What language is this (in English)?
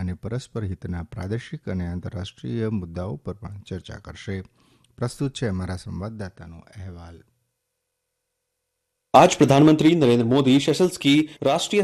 Gujarati